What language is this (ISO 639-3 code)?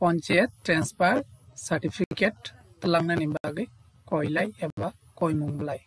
trp